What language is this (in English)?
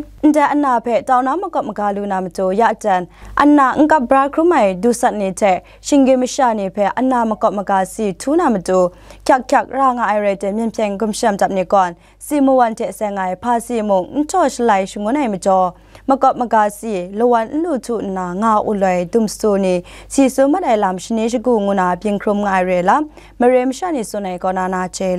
Kachin